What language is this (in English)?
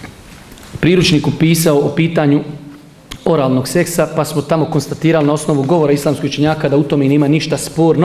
Bosnian